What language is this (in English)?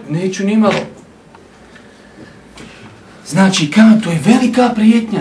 Bosnian